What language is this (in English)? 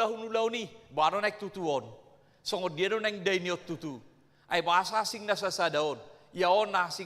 Batak Toba